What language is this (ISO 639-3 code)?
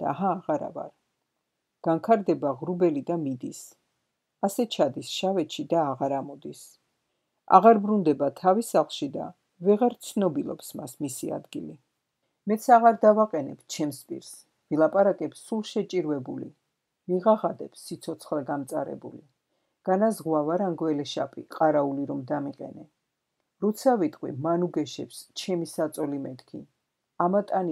kat